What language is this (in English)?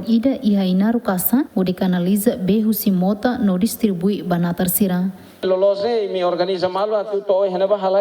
Tetum